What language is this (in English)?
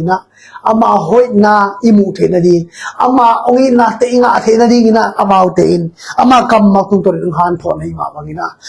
Tedim Chin